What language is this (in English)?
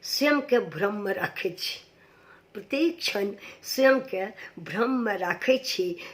Maithili